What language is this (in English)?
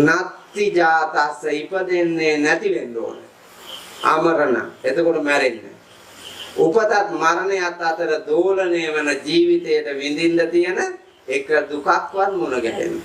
Sinhala